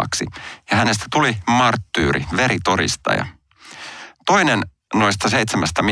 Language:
Finnish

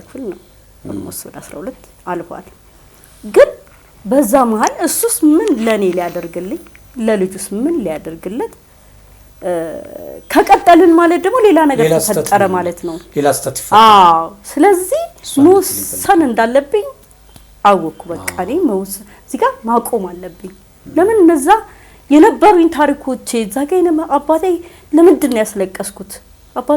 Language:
Amharic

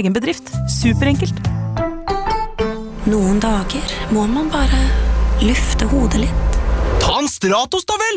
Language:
Norwegian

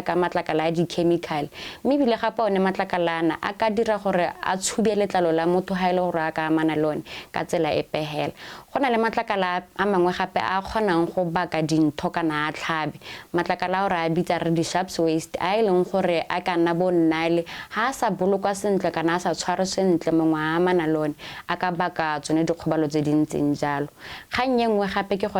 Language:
Tswana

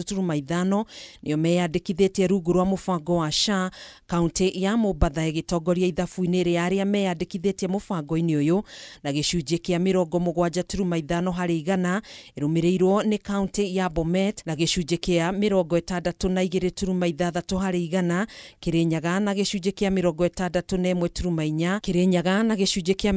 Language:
Kikuyu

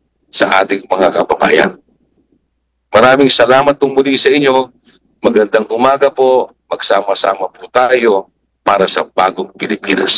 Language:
Filipino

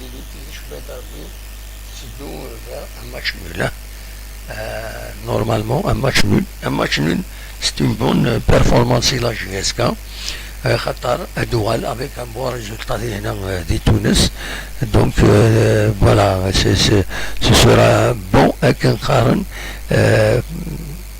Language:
Kabyle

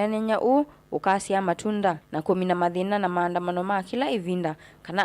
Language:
Kamba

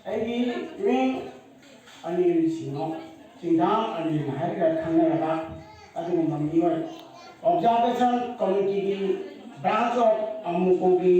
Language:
Manipuri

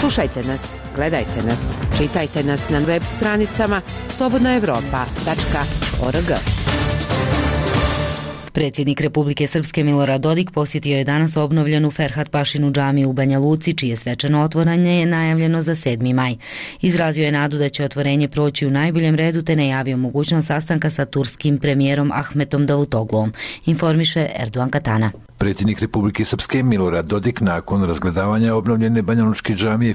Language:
Bosnian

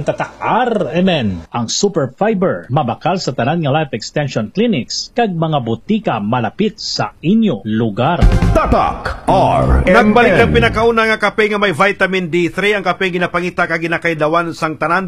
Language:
Hiligaynon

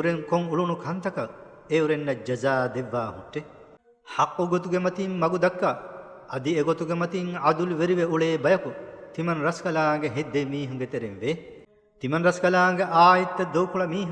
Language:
Divehi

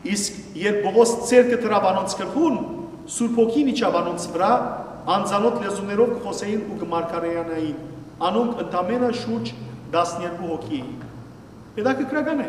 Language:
Western Armenian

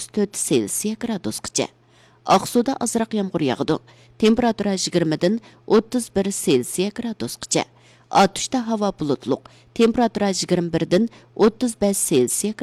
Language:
Uyghur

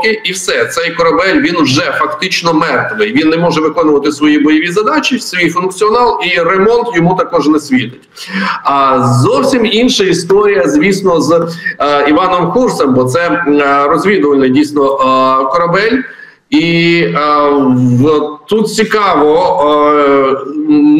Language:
Ukrainian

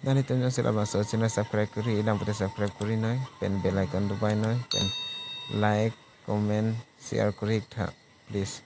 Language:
Karbi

